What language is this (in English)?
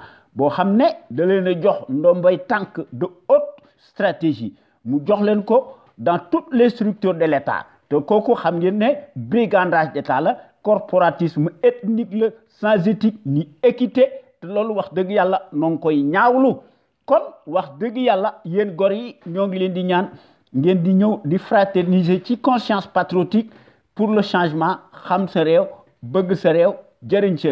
Wolof